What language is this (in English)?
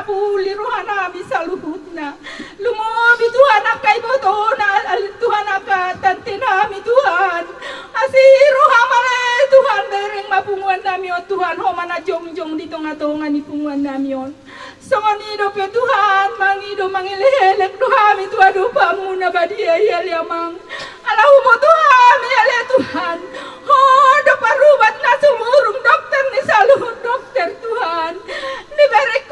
Batak Toba